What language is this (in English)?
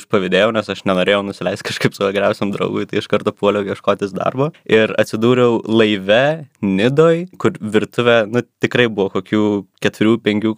Lithuanian